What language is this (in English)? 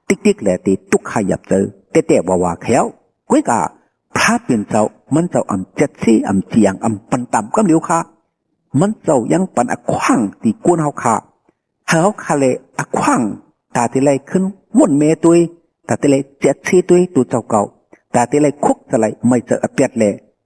Shan